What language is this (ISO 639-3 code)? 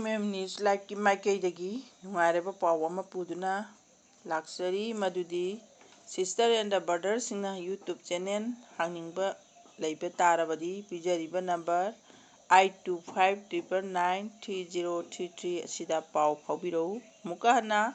mni